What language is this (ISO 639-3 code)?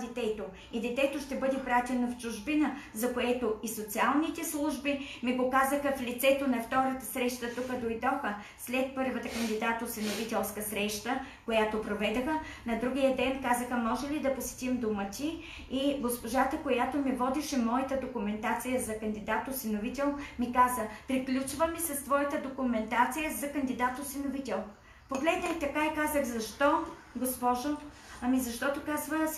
bul